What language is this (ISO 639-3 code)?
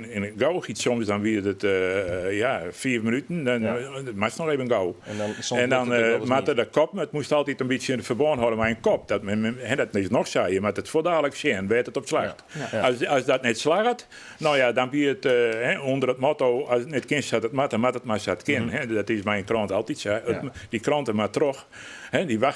fry